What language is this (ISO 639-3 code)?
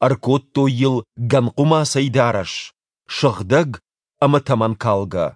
oss